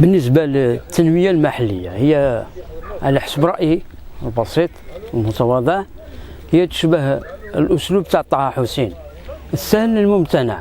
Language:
Algerian Arabic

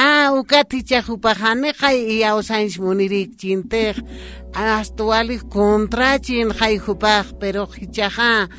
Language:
Aymara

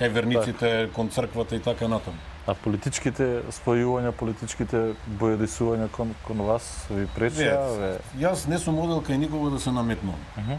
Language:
Macedonian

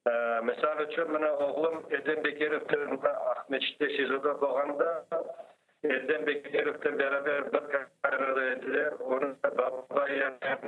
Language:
Crimean Tatar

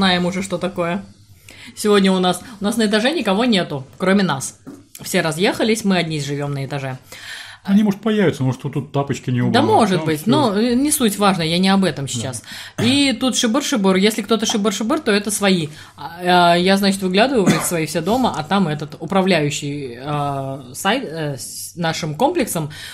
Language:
Russian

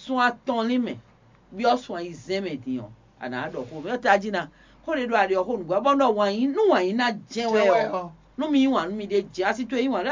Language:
Fon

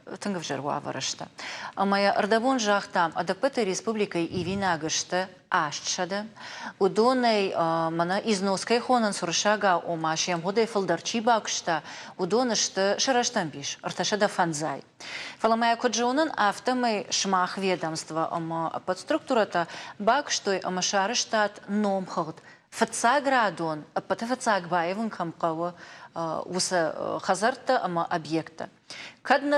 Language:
Ossetic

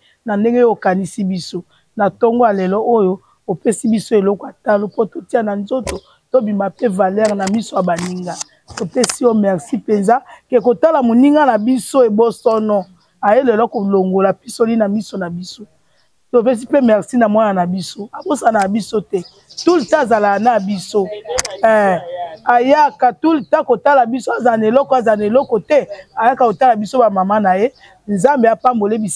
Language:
Lingala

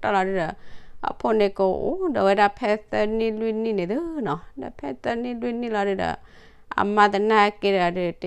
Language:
S'gaw Karen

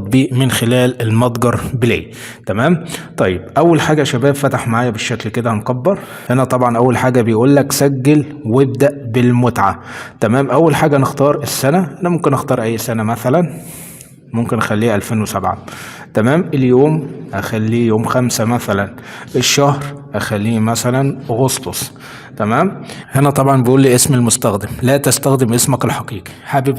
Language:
Egyptian Arabic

